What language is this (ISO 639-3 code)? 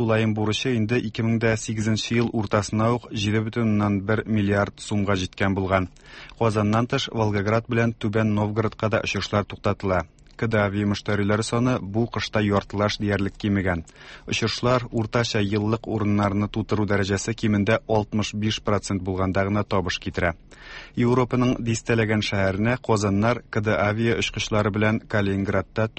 tat